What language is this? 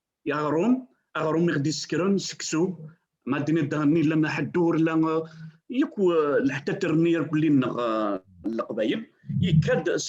Kabyle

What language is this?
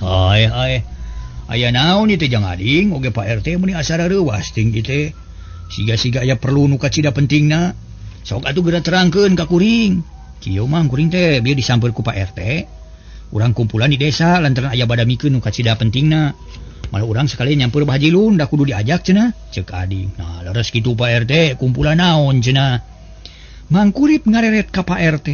Sundanese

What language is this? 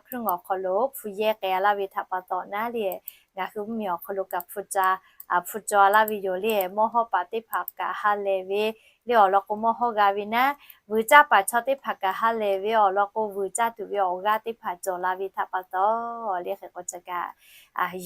Lahu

